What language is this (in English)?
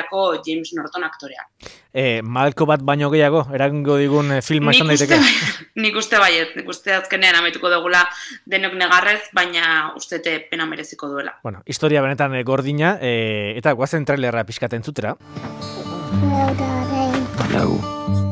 Basque